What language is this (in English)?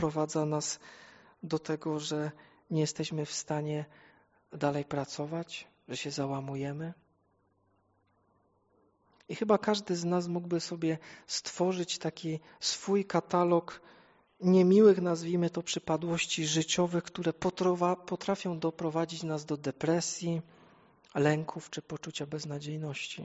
Polish